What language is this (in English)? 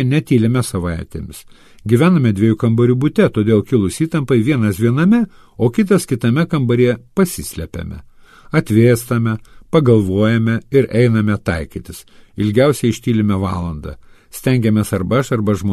Lithuanian